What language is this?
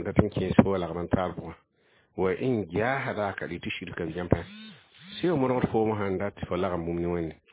Mossi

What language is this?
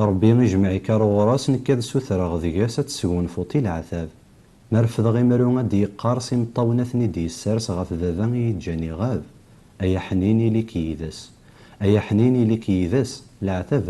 Kabyle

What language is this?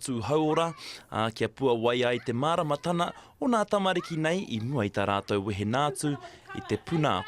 Māori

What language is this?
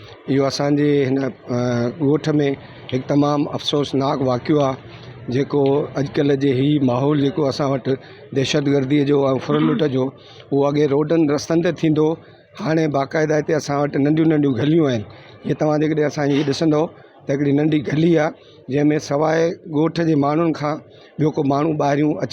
Sindhi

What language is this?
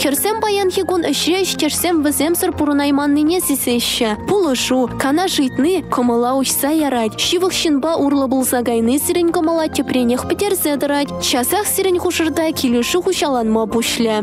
Chuvash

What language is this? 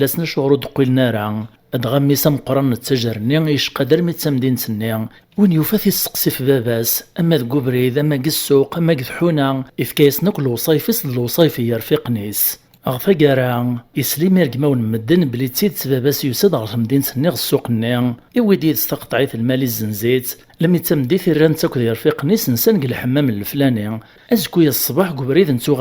Kabyle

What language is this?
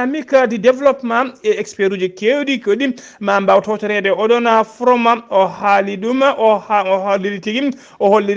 Fula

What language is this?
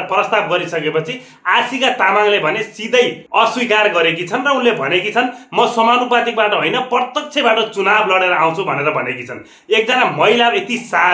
Nepali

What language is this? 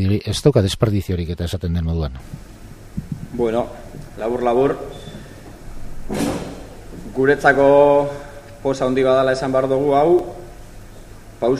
Basque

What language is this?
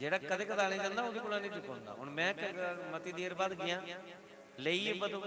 Dogri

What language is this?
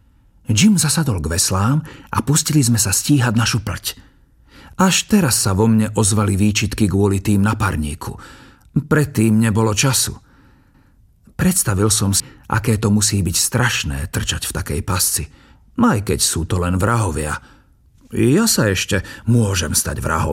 Slovak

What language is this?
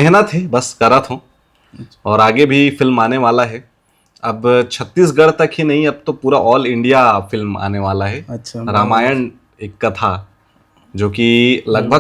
Chhattisgarhi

